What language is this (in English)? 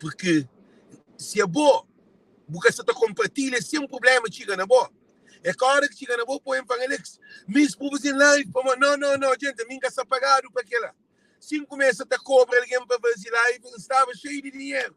Kabuverdianu